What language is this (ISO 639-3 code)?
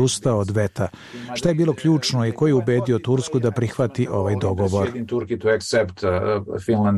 srp